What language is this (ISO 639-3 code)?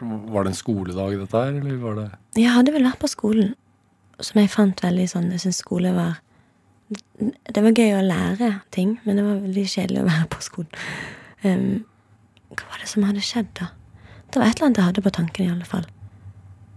nor